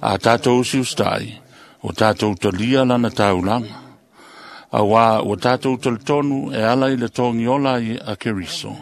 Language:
Samoan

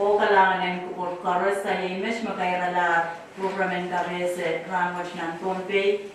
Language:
Pohnpeian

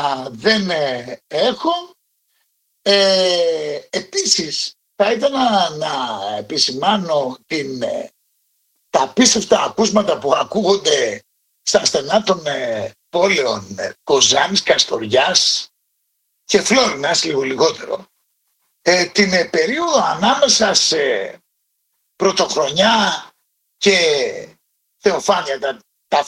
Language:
Greek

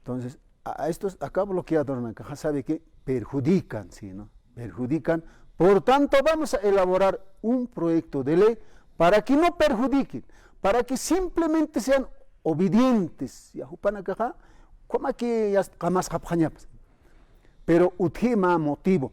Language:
Aymara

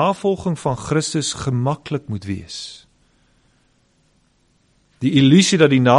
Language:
Afrikaans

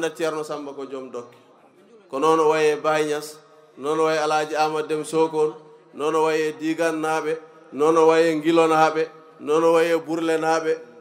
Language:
Fula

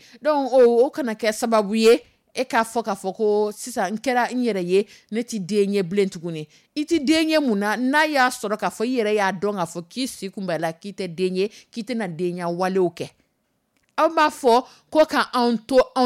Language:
Dyula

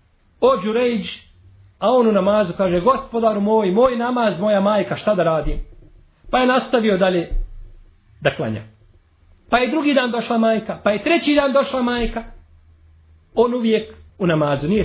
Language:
Bosnian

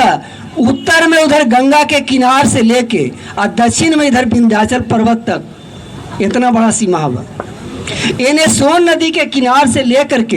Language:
Magahi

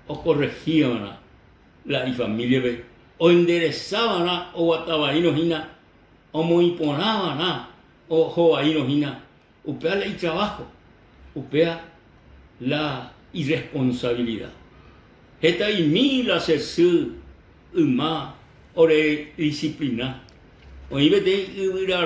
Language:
Guarani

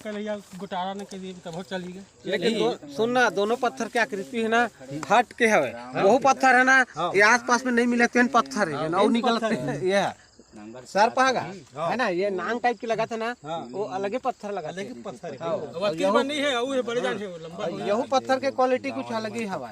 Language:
Chhattisgarhi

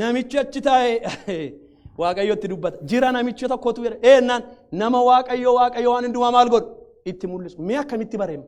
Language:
Oromo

